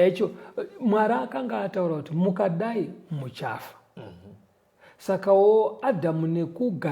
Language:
Shona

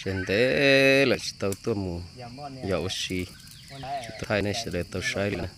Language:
Hmong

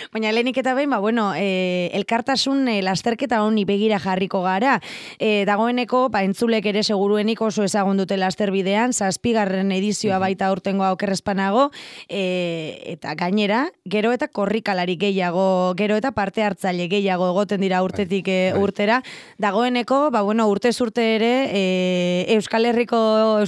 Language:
Basque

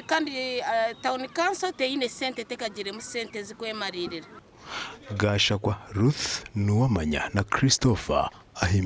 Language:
Nyankole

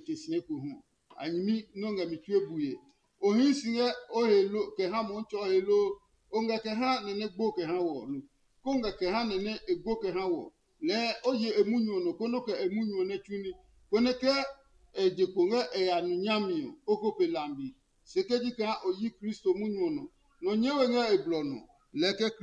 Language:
Adangme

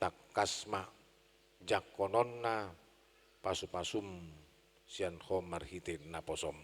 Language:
Batak Toba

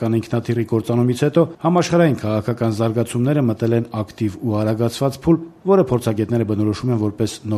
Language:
Armenian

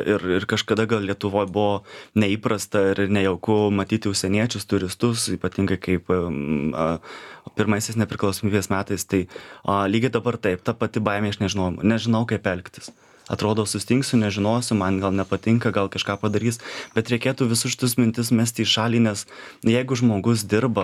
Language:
Lithuanian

